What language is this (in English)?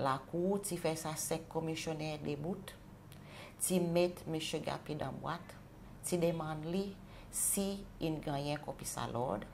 Seselwa Creole French